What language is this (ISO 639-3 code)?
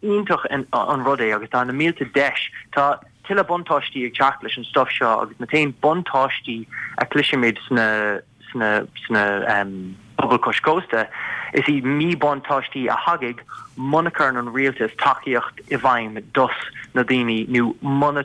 gle